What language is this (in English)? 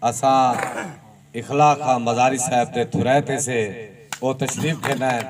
Saraiki